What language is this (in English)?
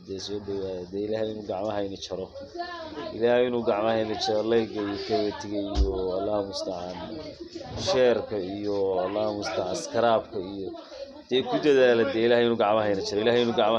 Somali